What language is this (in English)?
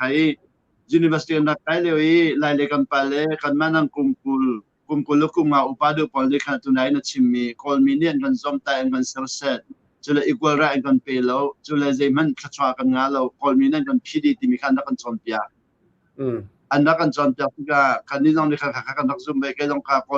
Hakha Chin